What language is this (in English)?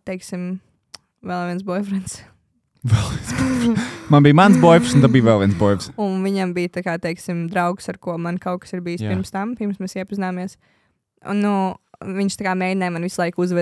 Latvian